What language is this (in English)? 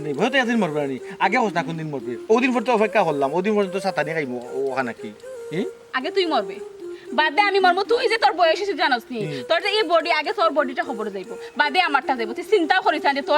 Sylheti